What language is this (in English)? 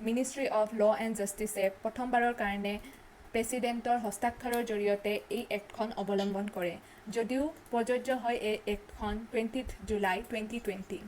Assamese